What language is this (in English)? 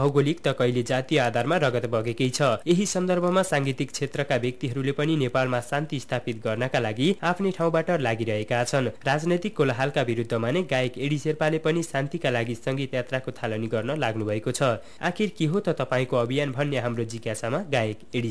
Nepali